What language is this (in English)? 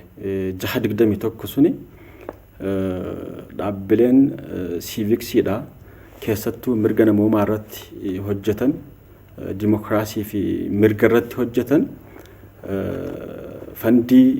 Oromo